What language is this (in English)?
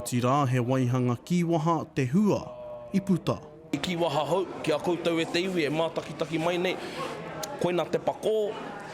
Māori